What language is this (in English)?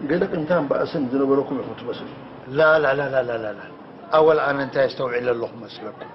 Tigrinya